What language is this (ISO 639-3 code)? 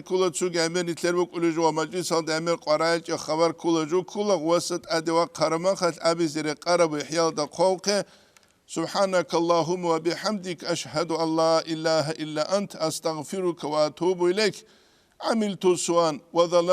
ava